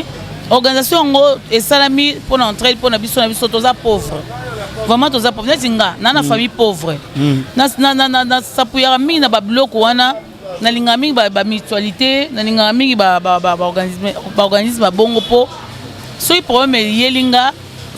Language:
Lingala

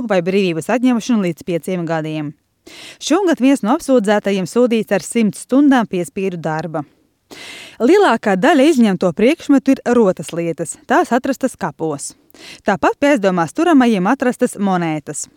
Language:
Latvian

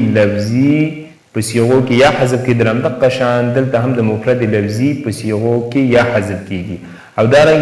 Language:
Pashto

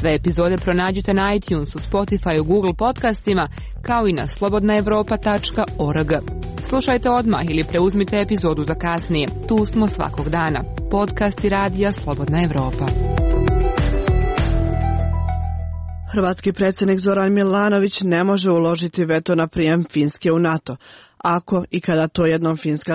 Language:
Croatian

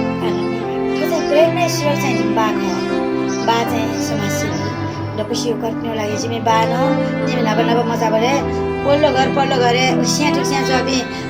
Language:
Newari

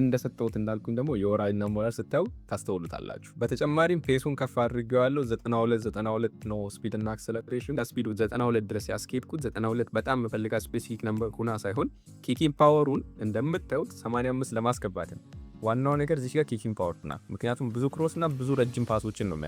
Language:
Amharic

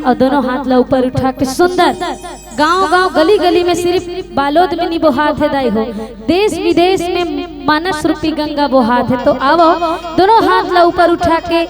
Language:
Chhattisgarhi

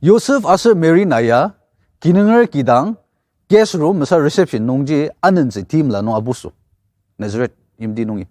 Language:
Ao Naga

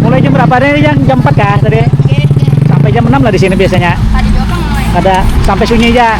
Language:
Banjar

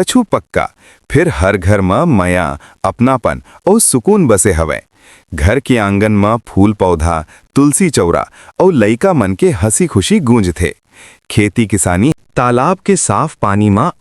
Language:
Chhattisgarhi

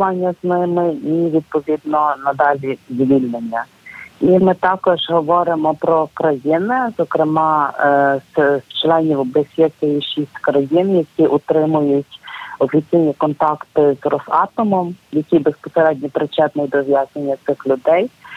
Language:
Ukrainian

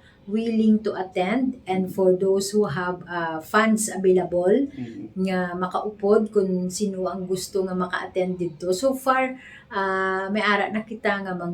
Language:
Hiligaynon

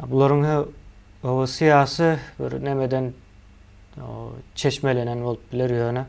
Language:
Turkmen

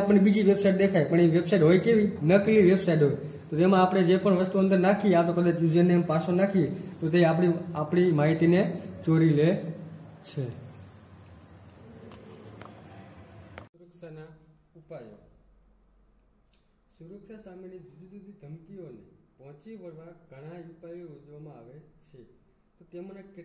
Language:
Gujarati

